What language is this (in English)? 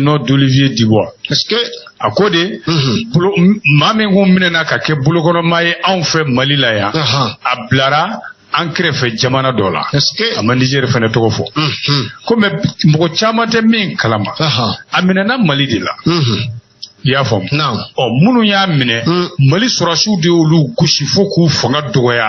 Bambara